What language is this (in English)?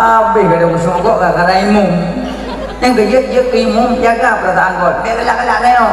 Achinese